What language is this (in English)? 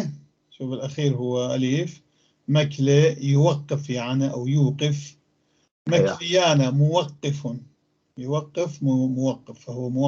North Levantine Arabic